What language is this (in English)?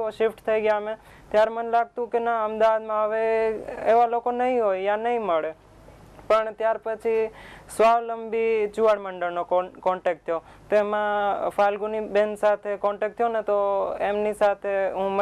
Gujarati